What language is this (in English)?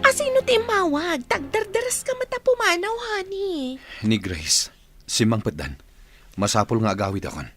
Iloko